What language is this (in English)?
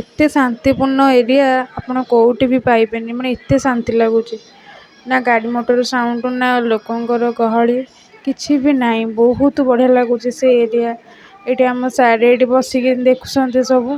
Odia